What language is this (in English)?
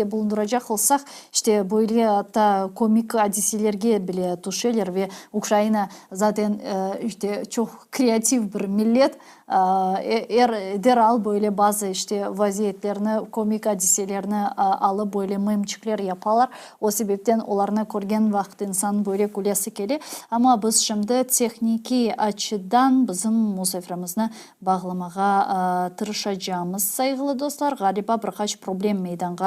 Crimean Tatar